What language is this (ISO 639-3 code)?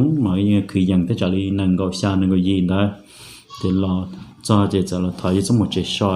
hmn